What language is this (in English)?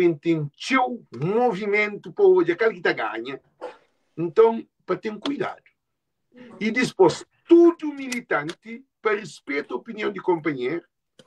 Kabuverdianu